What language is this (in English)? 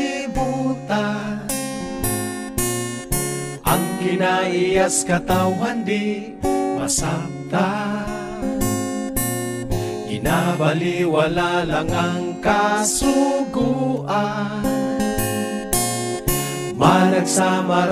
Cebuano